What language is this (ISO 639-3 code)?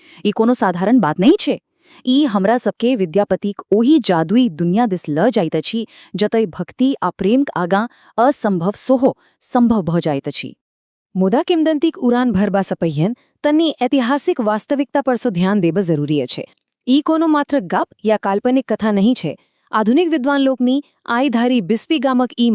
mai